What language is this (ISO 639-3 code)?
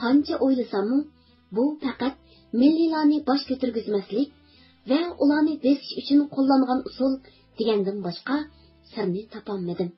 uig